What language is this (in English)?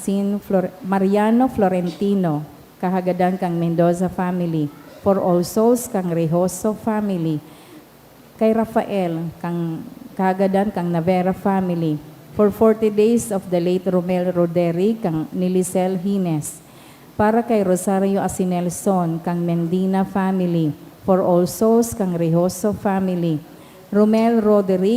Bikol